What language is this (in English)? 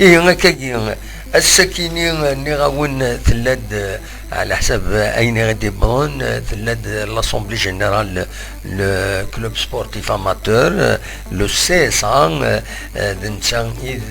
Kabyle